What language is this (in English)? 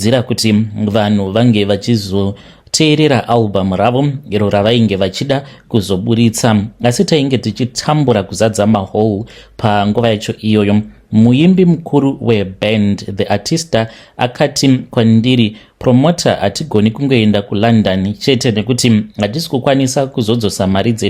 Shona